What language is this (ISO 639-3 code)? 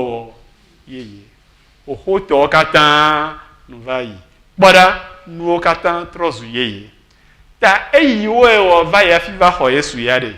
ewe